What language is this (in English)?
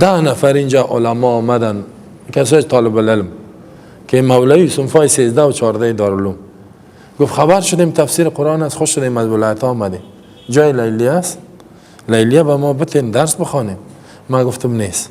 Persian